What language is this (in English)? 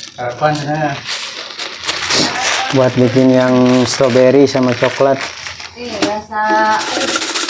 Indonesian